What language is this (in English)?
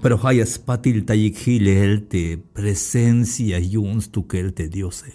Tzeltal